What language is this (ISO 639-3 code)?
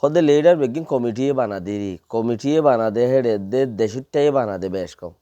rhg